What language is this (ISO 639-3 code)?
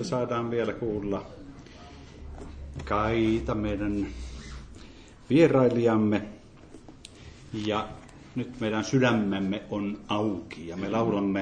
fin